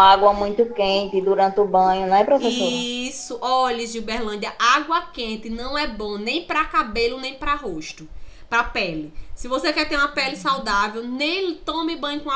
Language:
Portuguese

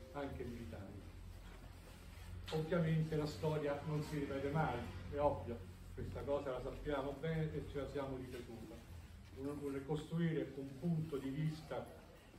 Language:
Italian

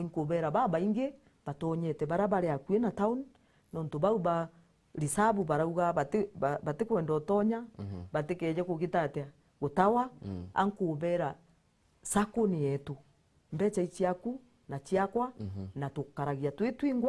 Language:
Meru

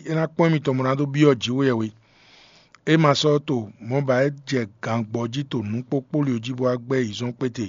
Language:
Fon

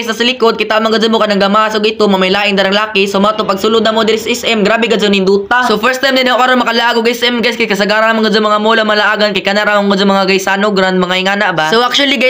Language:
Cebuano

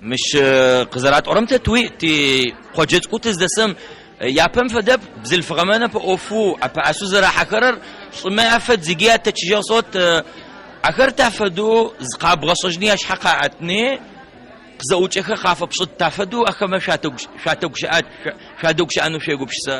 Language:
Adyghe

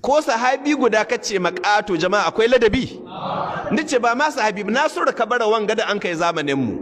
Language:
Hausa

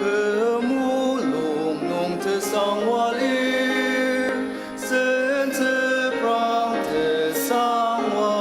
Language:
Ao Naga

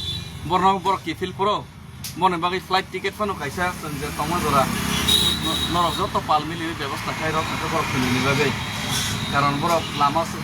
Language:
Kok Borok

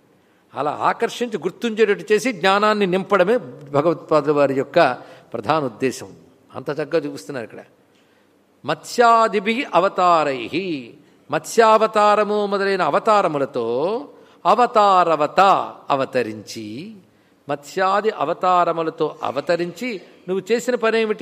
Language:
Telugu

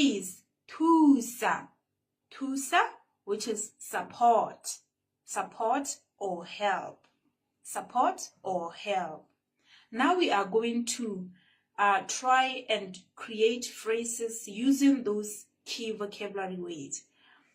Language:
Tswana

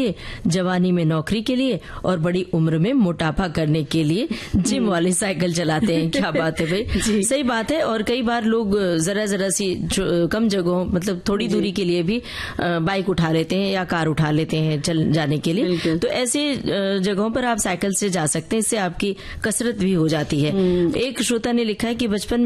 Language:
Hindi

